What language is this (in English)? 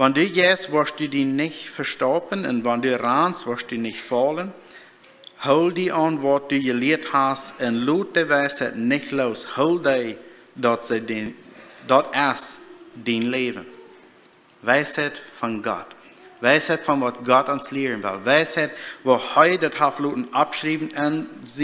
Plautdietsch